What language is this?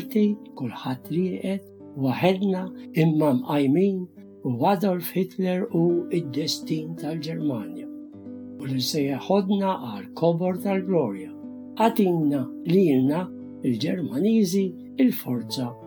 Maltese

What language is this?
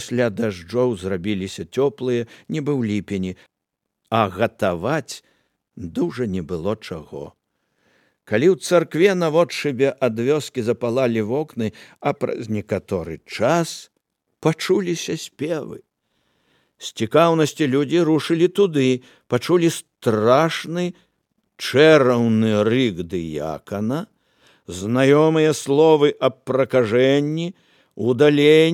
Belarusian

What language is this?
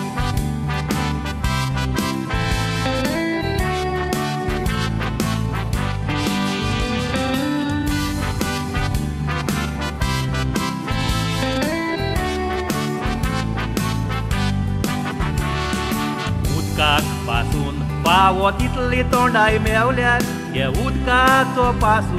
Konkani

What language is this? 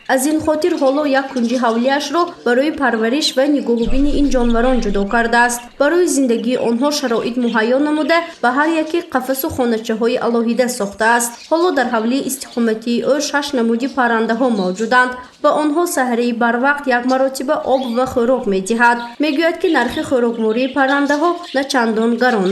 Tajik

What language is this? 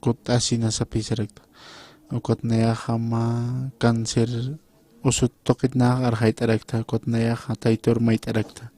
Aymara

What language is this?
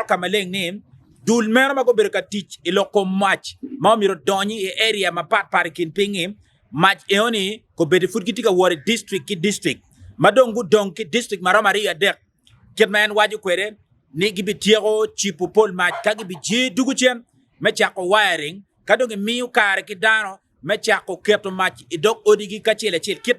Acoli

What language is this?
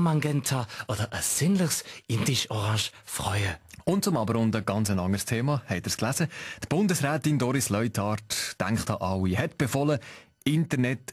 Swiss German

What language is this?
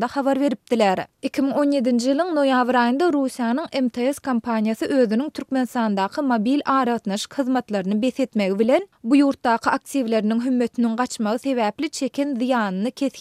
Turkmen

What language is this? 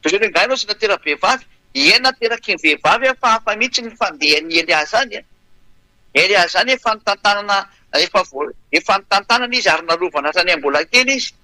Malagasy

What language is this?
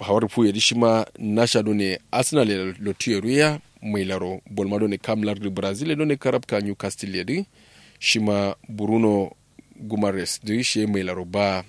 Kanuri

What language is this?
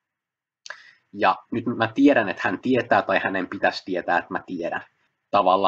Finnish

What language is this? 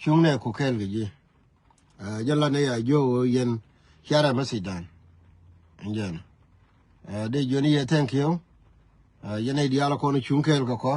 Nuer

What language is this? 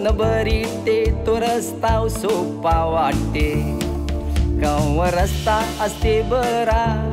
Marathi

